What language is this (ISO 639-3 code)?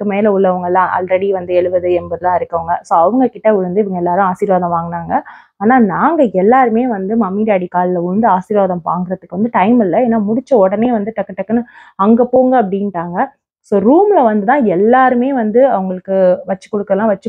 tam